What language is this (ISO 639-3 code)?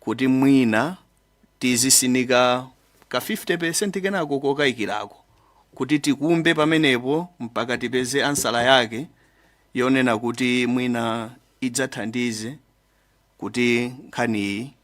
nya